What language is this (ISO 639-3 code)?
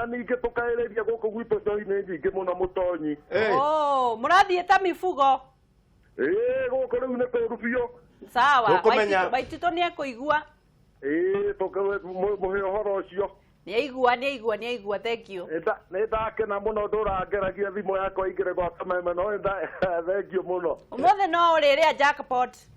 kik